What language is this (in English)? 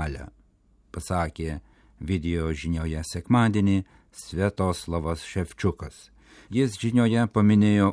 Lithuanian